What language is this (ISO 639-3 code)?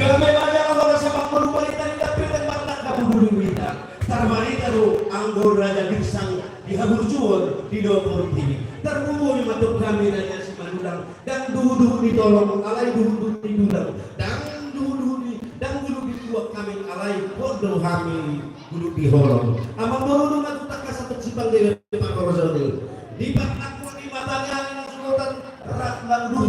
bbc